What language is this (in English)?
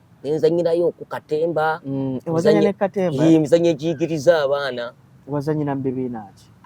Ganda